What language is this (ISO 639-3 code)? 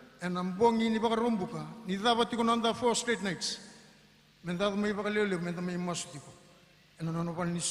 fij